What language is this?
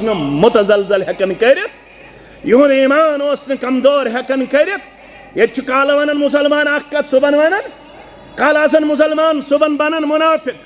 Kashmiri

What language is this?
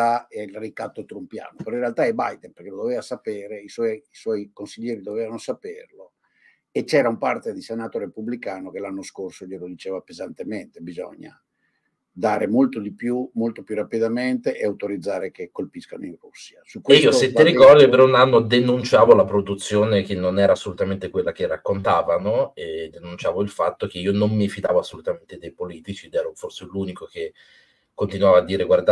Italian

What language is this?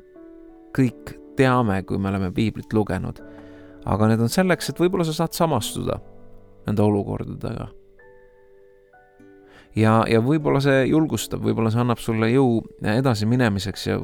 Estonian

